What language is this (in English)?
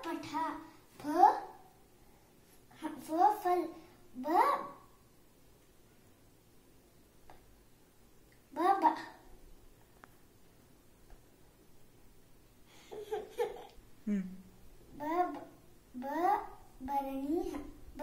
Kannada